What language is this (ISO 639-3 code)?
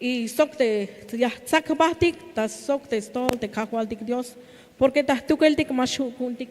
tzh